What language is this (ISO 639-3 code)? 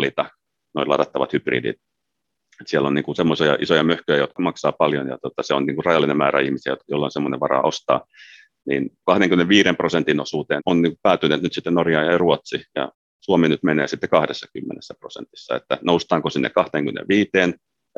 fin